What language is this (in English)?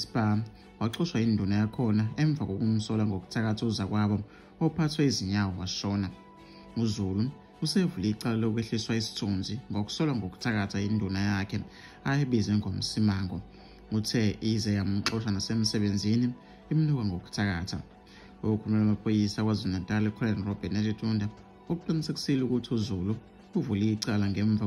Zulu